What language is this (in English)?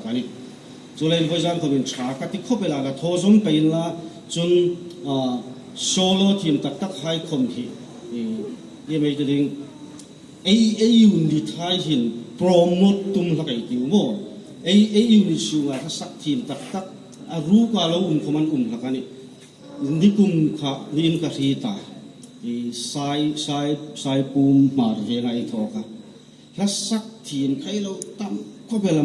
Hmar